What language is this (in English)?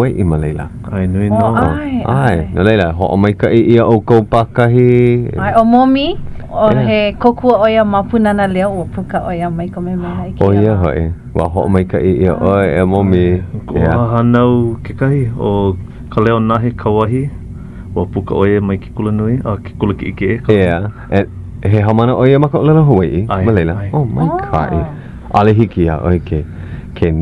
Hawaiian